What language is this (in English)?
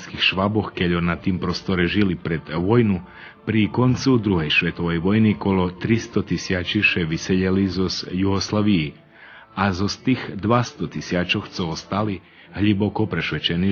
Rusyn